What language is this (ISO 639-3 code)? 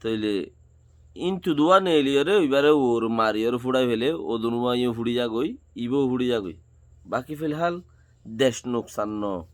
rhg